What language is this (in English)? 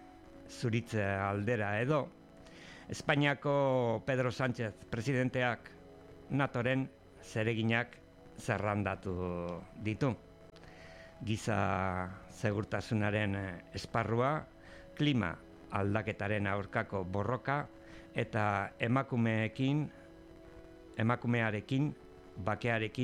Basque